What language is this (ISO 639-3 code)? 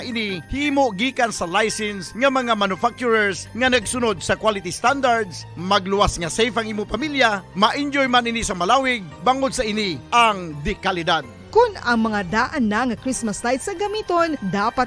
hil